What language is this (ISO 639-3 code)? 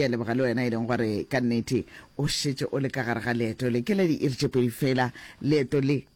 nso